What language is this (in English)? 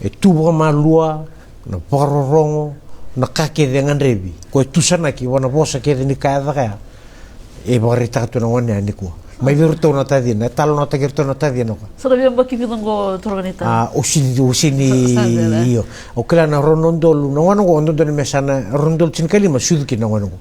Fijian